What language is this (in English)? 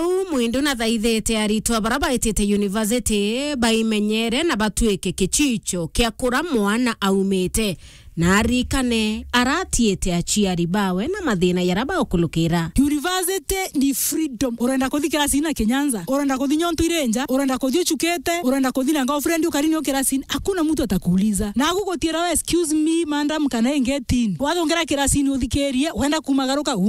Meru